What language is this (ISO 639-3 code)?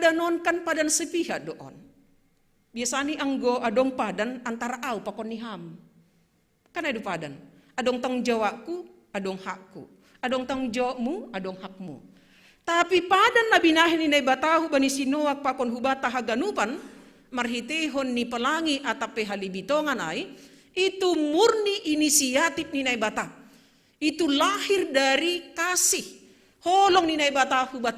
bts